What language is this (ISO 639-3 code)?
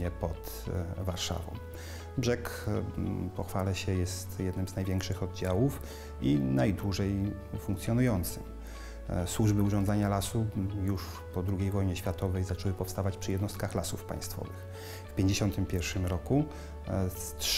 pol